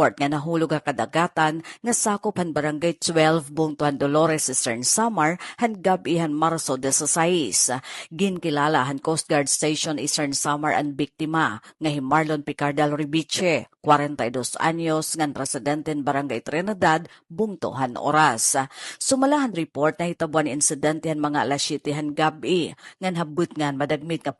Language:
Waray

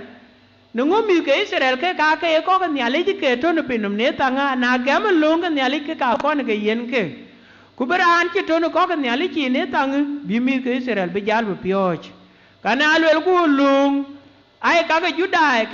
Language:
Dinka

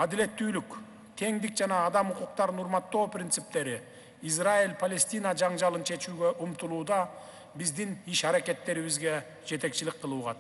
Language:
Kyrgyz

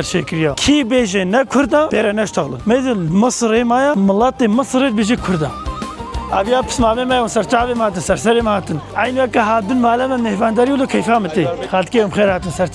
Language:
Kurdish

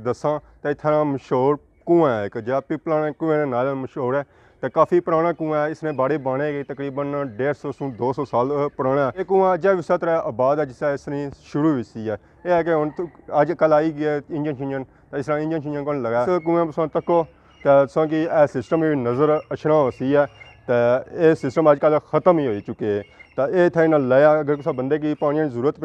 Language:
Pahari-Potwari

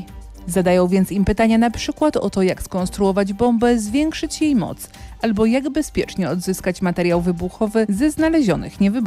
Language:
Polish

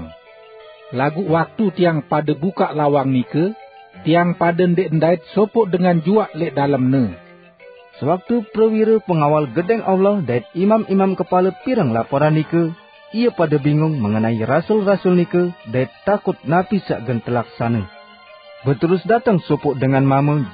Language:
Sasak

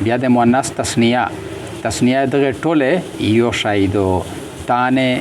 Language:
Pashto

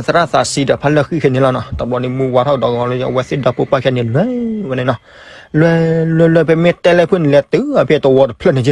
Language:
S'gaw Karen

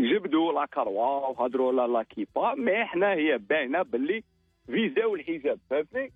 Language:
Algerian Arabic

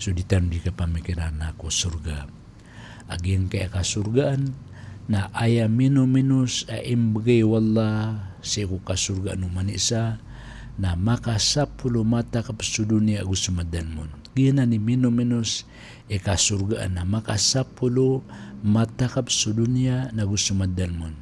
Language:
Maranao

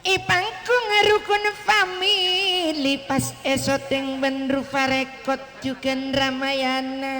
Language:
Madurese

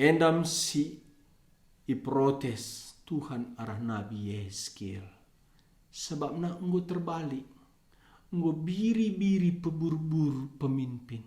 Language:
Batak Karo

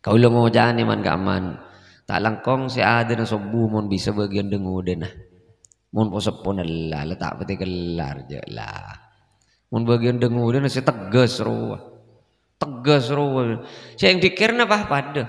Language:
Madurese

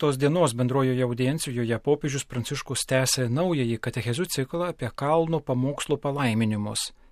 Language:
Lithuanian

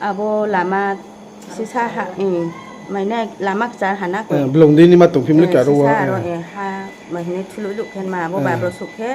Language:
Riang (India)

